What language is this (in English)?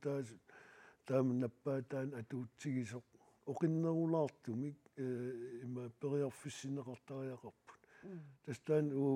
Kalaallisut